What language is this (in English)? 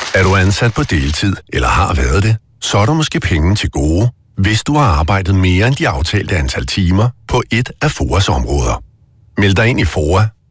Danish